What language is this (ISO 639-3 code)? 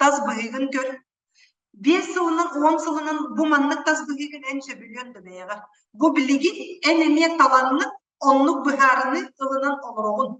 sah